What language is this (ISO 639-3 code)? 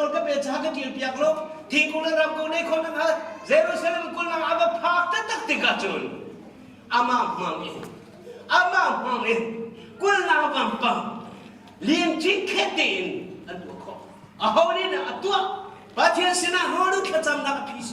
cnh